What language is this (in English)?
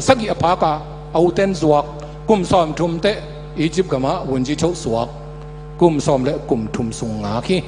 Tedim Chin